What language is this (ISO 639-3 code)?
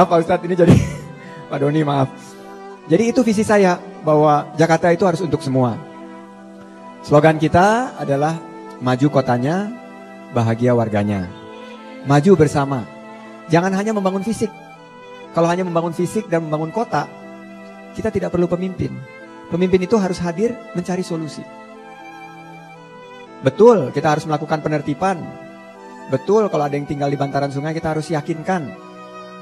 ind